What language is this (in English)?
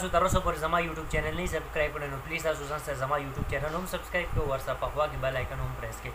Pashto